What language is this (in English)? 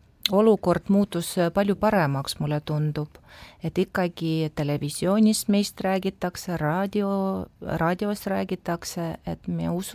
Estonian